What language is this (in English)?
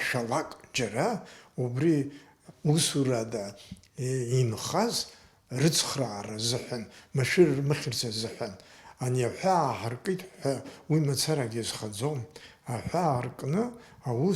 Abkhazian